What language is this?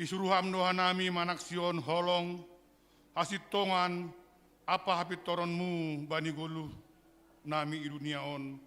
Batak Simalungun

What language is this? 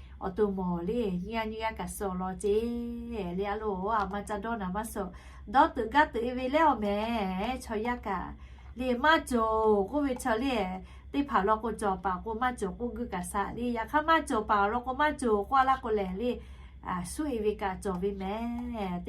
Lahu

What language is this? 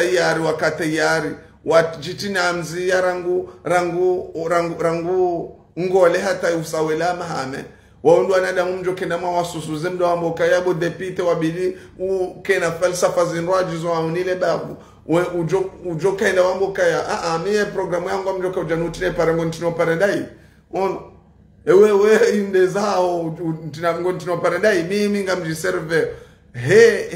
Ngazidja Comorian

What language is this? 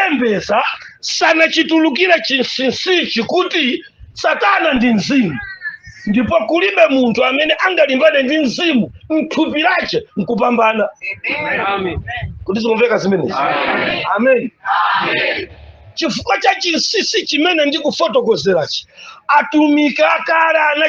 Nyanja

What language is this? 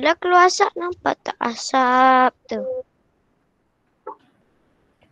Malay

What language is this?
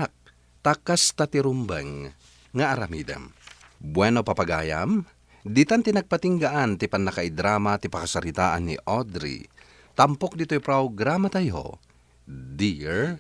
Iloko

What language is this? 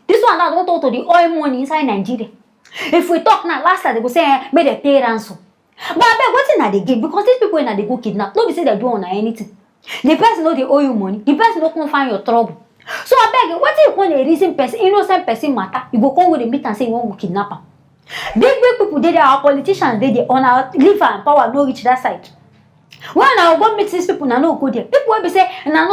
Nigerian Pidgin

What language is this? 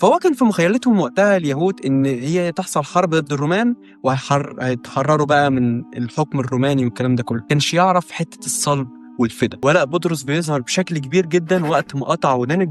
Egyptian Arabic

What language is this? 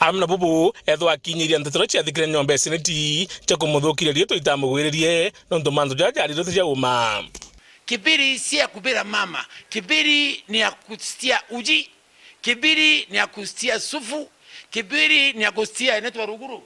Meru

